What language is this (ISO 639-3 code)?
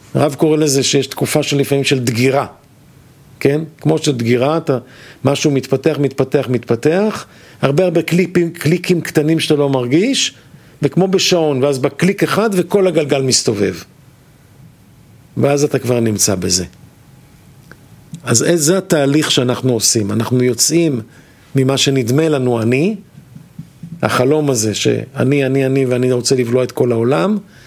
heb